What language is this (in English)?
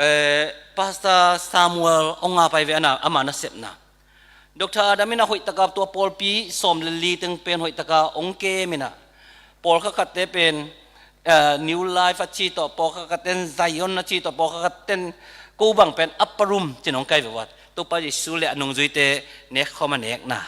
Tedim Chin